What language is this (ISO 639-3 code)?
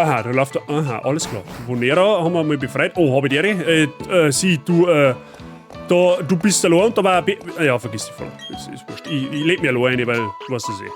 bar